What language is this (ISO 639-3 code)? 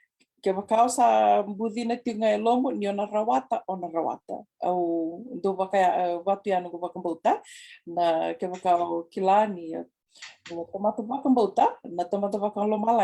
fij